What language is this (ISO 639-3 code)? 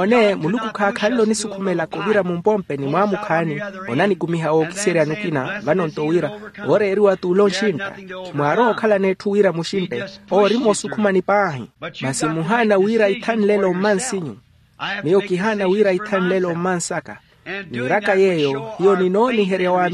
vmw